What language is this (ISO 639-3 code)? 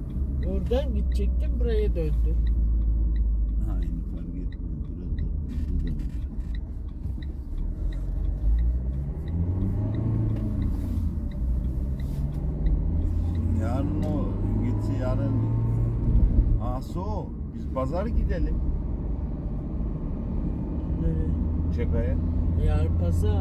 tur